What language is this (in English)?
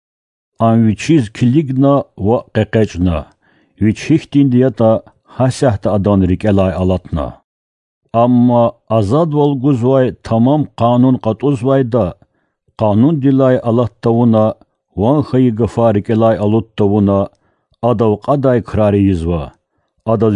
Lezghian